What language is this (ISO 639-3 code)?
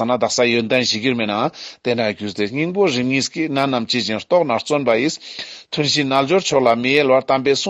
lbj